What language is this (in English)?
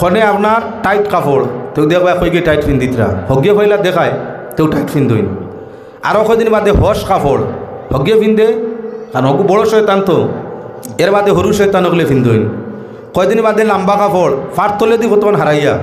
Sylheti